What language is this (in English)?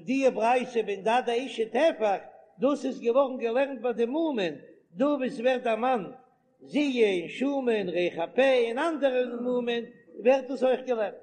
Yiddish